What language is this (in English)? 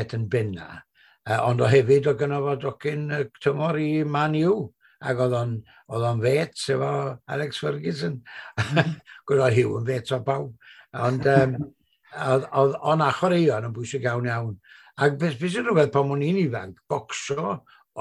Welsh